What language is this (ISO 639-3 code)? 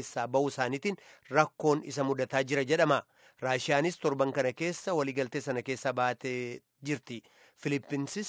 orm